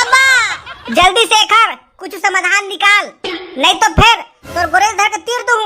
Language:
Chhattisgarhi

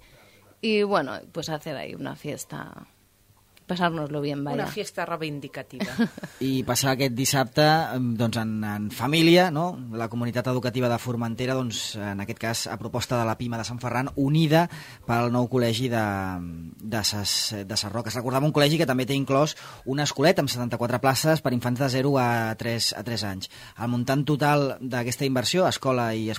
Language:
Catalan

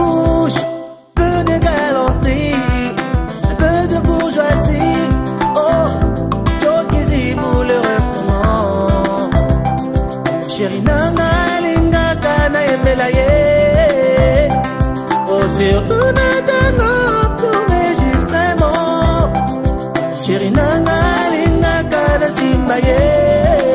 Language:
French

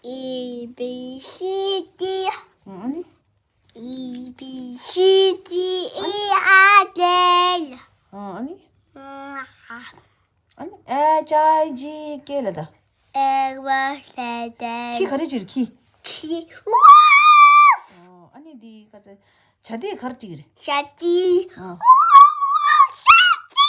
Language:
Tibetan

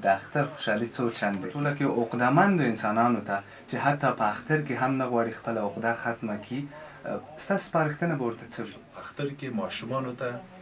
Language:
Pashto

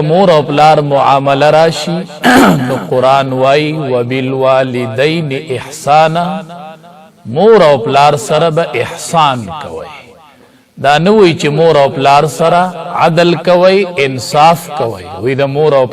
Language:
Pashto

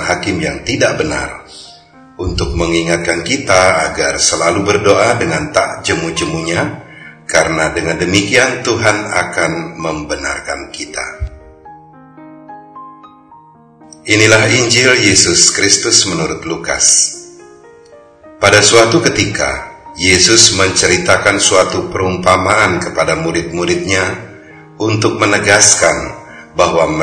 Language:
Indonesian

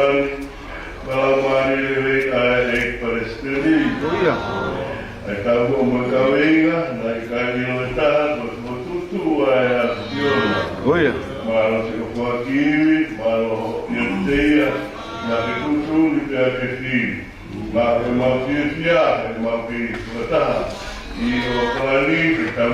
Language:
Tongan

